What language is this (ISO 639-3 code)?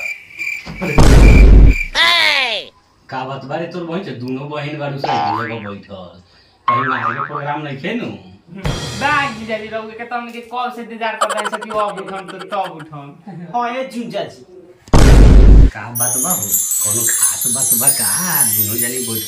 bho